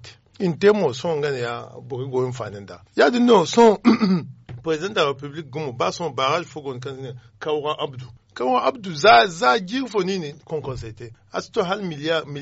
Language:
Zarma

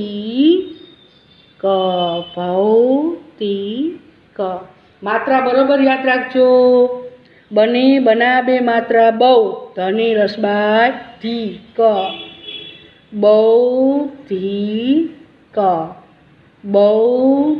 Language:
Gujarati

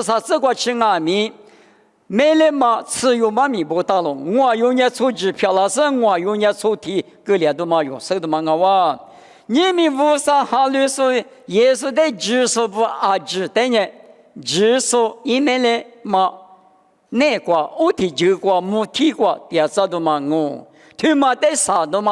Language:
Lisu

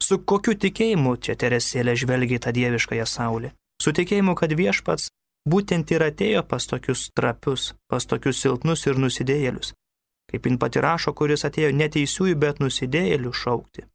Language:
Lithuanian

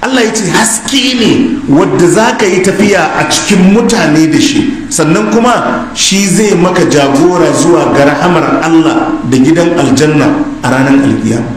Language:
Hausa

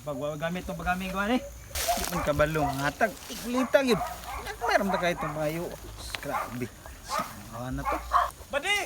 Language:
Cebuano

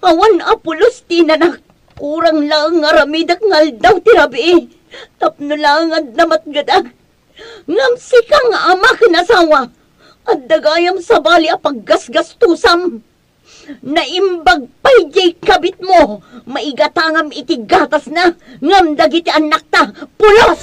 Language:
Iloko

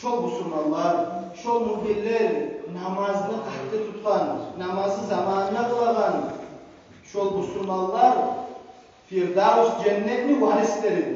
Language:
Kumyk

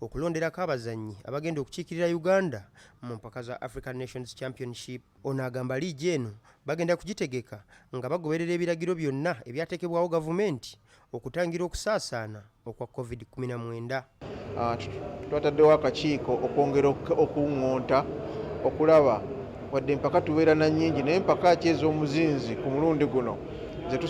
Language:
Ganda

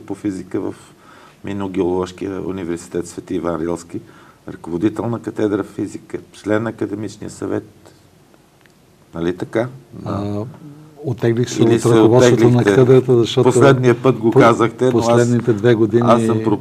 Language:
Bulgarian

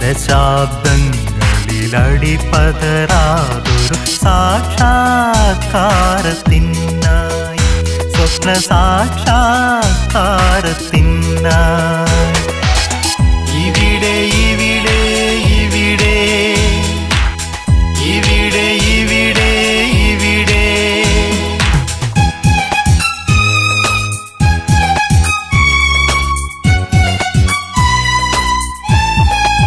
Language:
Malayalam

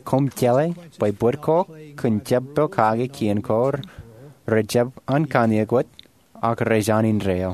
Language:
Marshallese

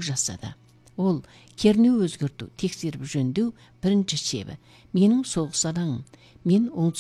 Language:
Kazakh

